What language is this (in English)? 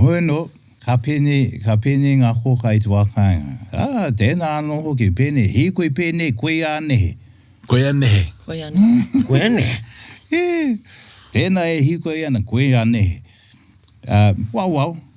Māori